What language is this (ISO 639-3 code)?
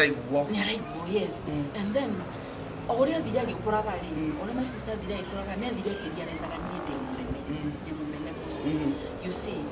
kik